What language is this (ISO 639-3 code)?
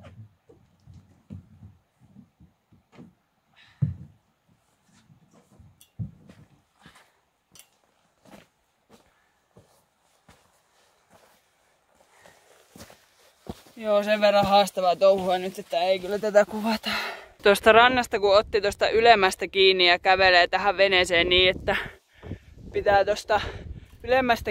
fin